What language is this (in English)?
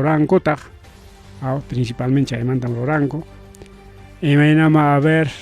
Ayacucho Quechua